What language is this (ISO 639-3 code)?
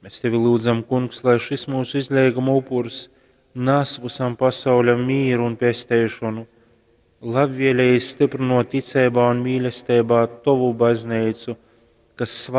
ltg